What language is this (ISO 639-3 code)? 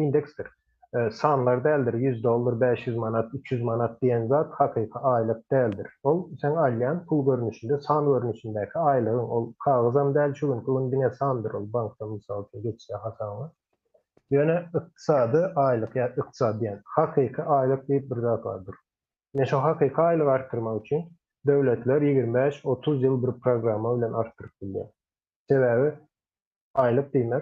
tuk